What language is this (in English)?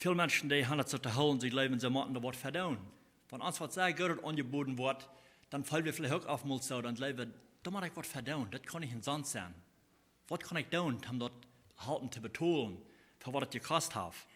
Plautdietsch